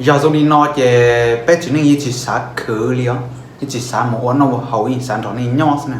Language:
Hmong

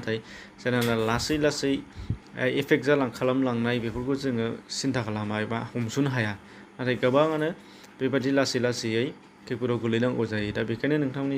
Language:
Bodo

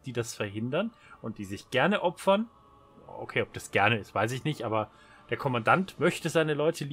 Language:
German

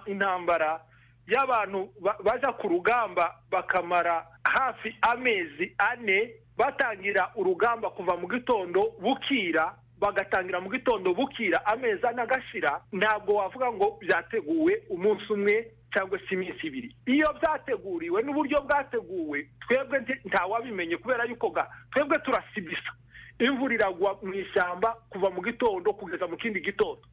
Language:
Kinyarwanda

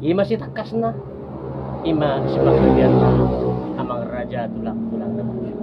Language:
Batak Toba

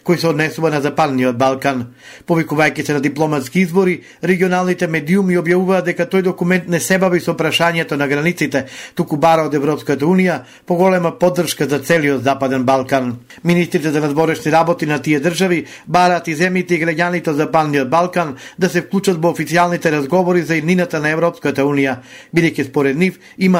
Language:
Macedonian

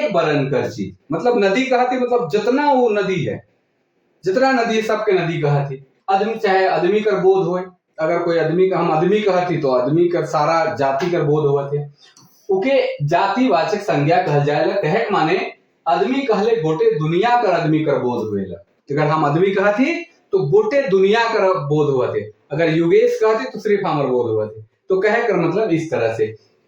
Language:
Sadri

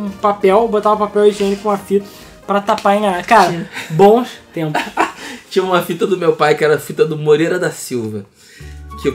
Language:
Portuguese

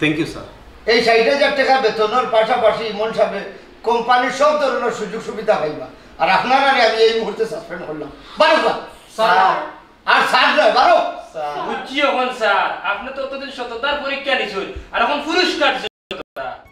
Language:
Sylheti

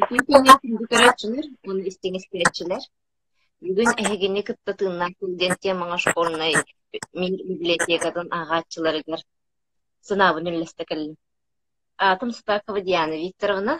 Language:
Yakut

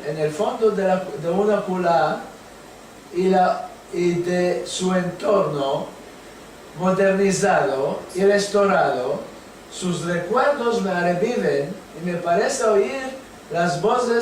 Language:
Ladino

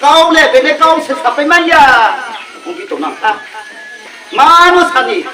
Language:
Riang (India)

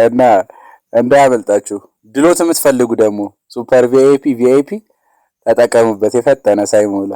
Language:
Amharic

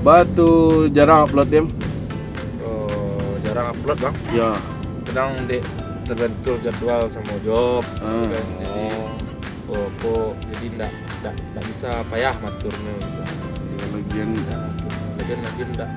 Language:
Minangkabau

